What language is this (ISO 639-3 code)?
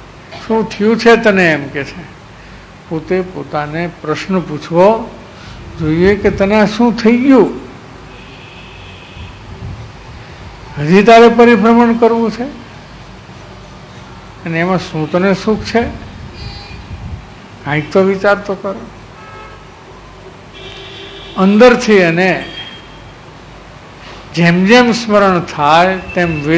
guj